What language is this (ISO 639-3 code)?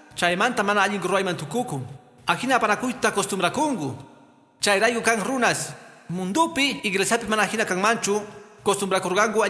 que